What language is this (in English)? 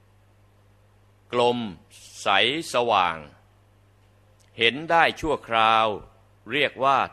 Thai